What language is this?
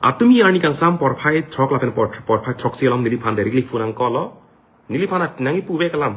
Karbi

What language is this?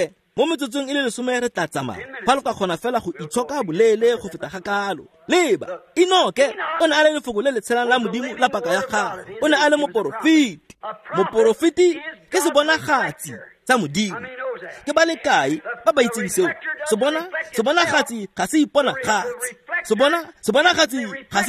Tswana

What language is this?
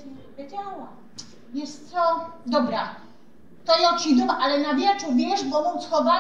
Silesian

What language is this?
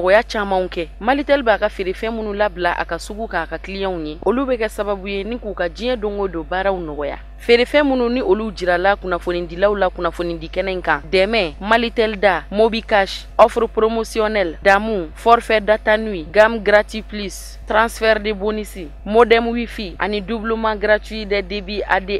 Bambara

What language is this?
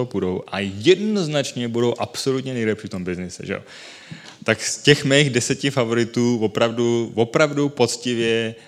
Czech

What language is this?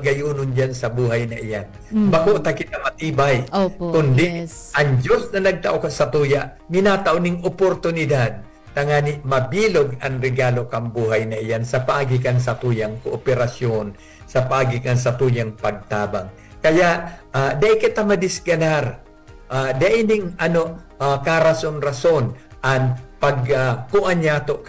Bikol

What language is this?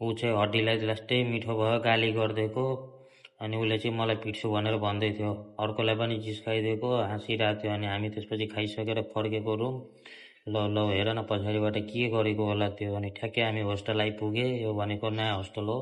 Nepali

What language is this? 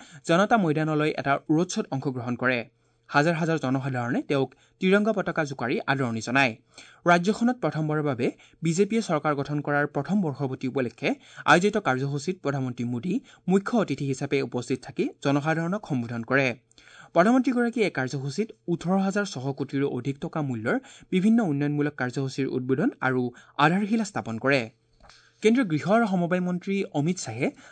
Assamese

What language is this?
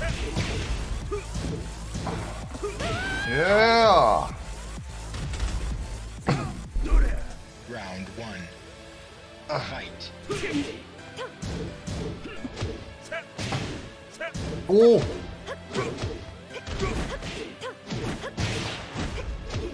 Korean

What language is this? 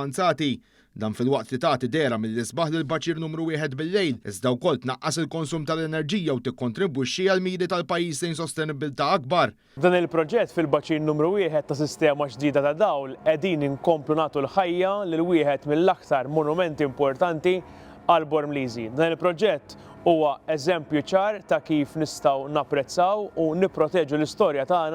Maltese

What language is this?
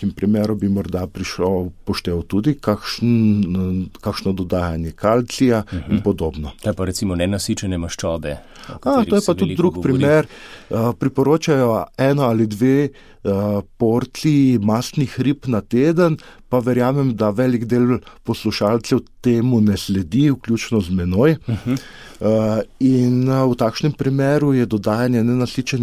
Slovenian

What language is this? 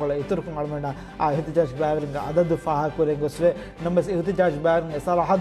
Divehi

